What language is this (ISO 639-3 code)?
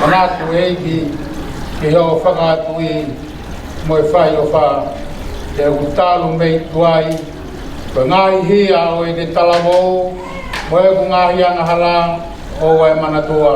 ton